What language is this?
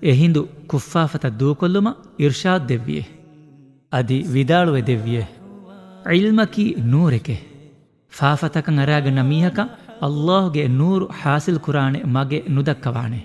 Divehi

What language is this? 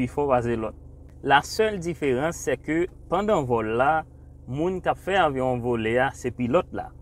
Haitian Creole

